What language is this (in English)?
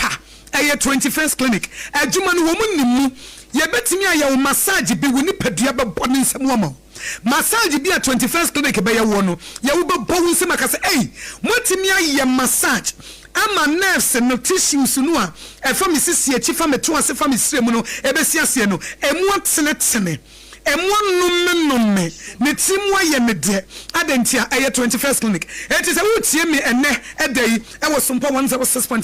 Akan